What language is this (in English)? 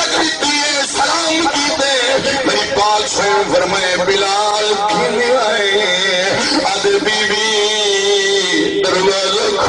Saraiki